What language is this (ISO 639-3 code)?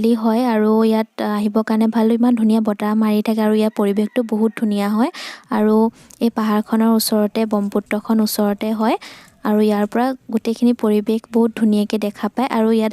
asm